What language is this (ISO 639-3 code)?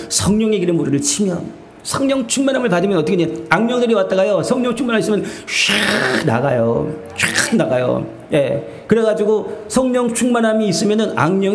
kor